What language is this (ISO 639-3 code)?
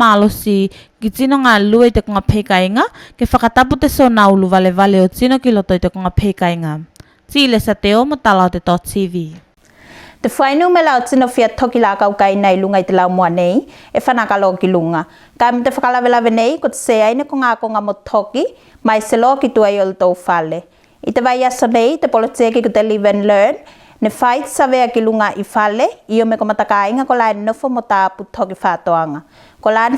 tvl